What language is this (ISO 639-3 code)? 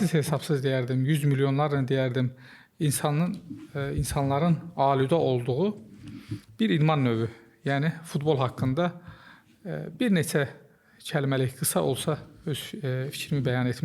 aze